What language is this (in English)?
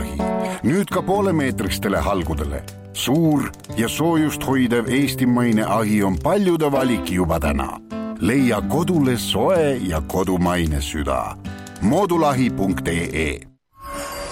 Estonian